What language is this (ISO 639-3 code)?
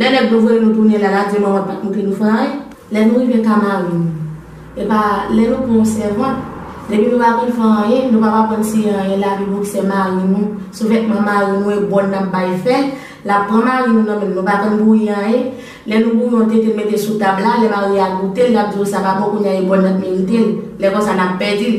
hat